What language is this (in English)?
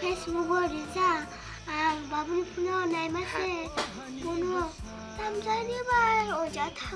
Kok Borok